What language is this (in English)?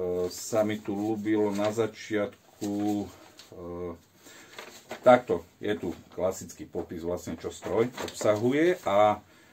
Slovak